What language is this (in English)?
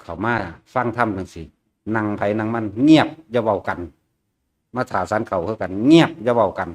Northeastern Thai